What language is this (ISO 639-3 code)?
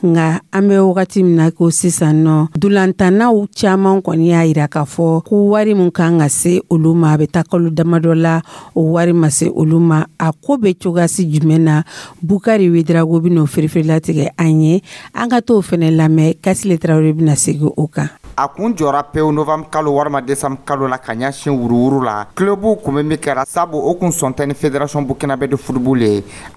dyu